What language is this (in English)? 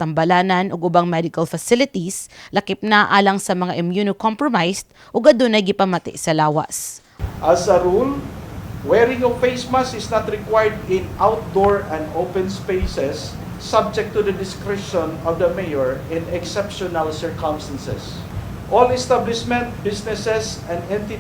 Cebuano